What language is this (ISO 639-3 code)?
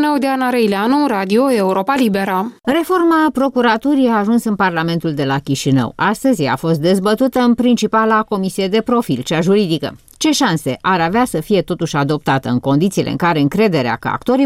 ron